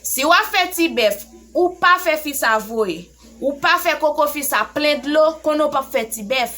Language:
Haitian Creole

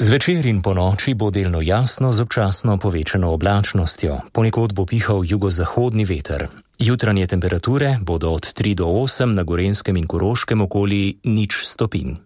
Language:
Slovenian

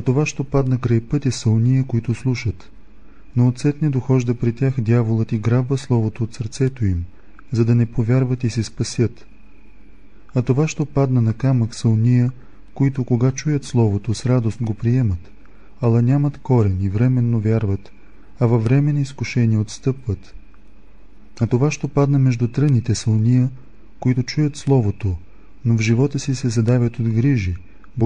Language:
Bulgarian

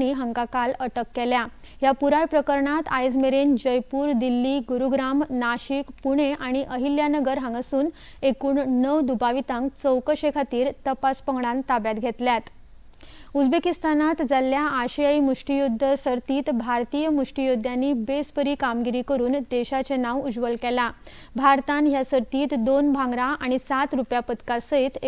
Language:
Konkani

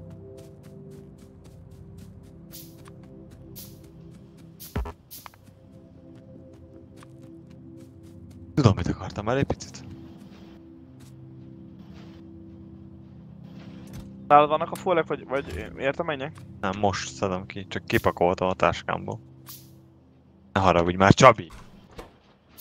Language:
Hungarian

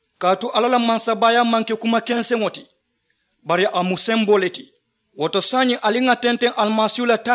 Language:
Mandingo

